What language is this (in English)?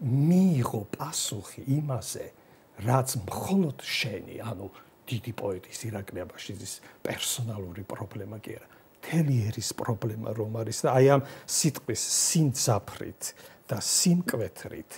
Georgian